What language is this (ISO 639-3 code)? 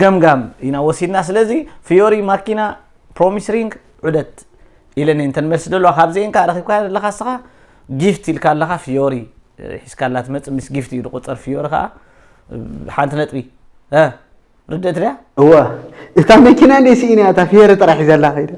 tir